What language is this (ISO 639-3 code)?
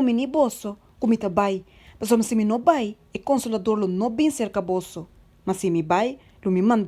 pap